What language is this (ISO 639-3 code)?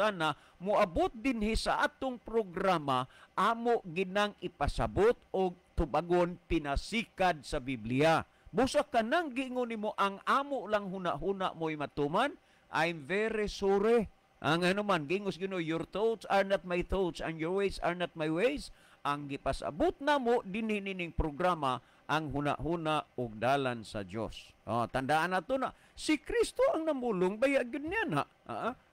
ceb